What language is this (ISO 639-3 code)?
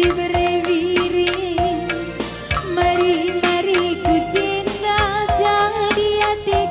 btx